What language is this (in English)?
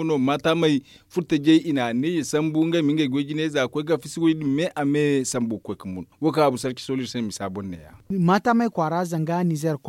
Zarma